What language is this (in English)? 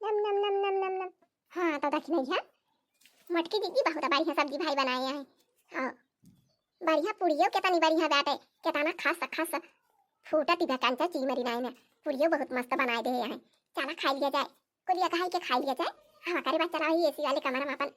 Awadhi